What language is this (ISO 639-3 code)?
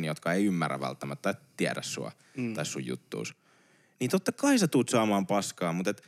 fin